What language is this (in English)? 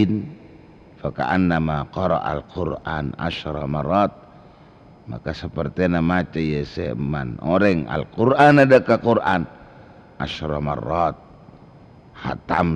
Madurese